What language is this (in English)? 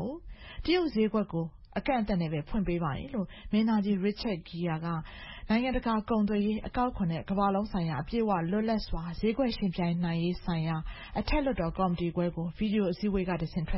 Burmese